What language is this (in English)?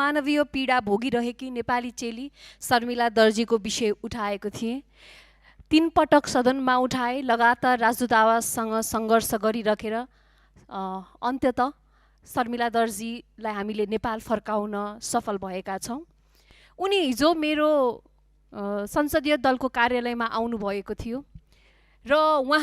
Nepali